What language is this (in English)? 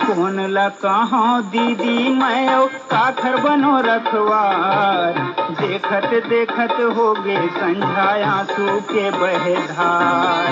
Chhattisgarhi